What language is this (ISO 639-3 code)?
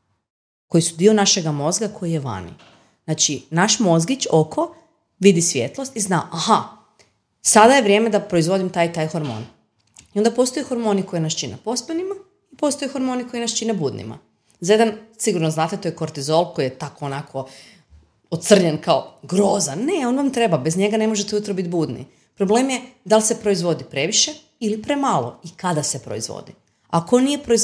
hrv